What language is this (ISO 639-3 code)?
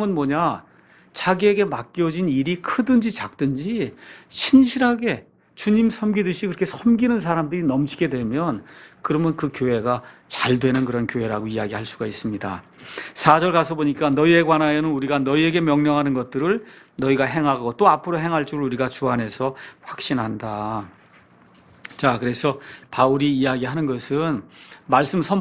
kor